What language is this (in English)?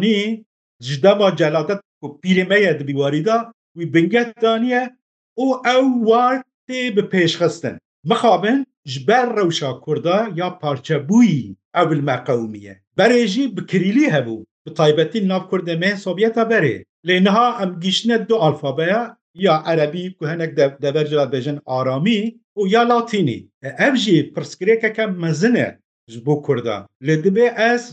Kurdish